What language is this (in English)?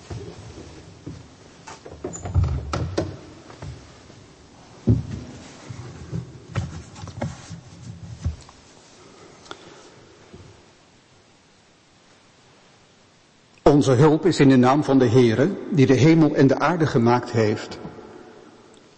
Dutch